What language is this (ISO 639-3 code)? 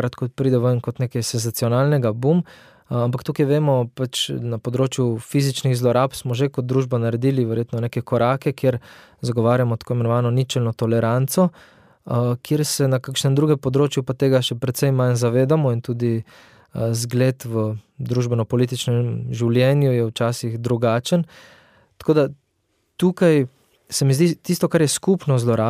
slv